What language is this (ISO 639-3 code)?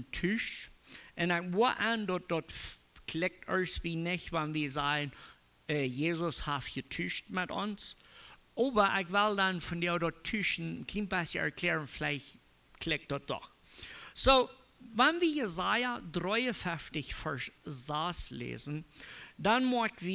pdt